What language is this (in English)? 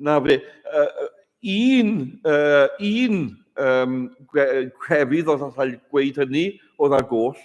Welsh